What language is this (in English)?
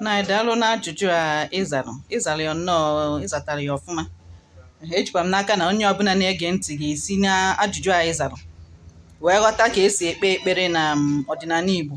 Igbo